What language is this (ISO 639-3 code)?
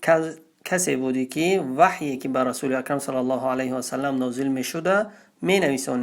tgk